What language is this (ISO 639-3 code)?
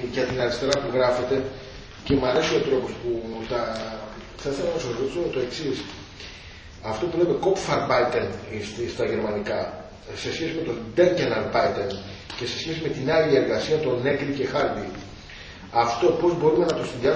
ell